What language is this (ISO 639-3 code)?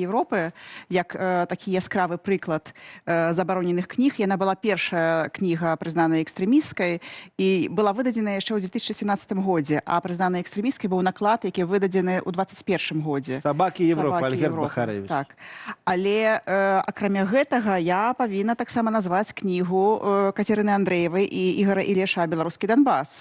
bel